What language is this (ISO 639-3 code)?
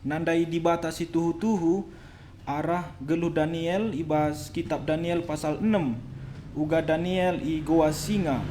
btx